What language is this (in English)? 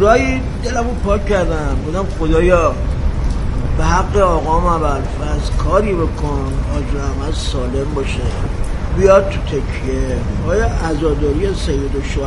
Persian